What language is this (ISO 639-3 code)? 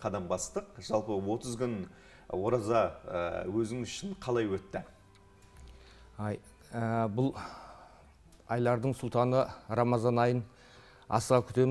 kaz